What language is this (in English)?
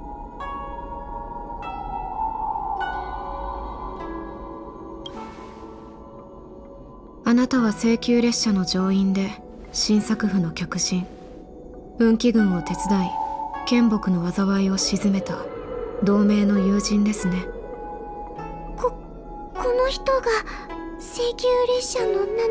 Japanese